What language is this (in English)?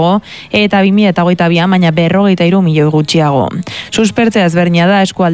Basque